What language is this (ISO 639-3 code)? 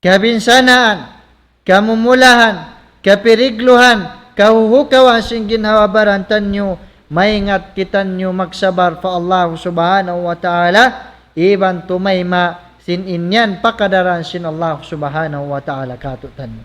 tsg